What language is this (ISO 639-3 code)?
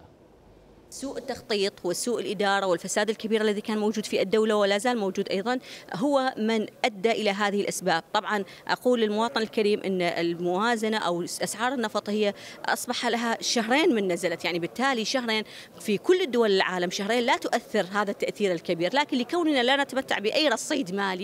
acm